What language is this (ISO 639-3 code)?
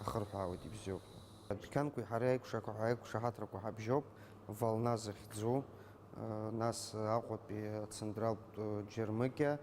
abk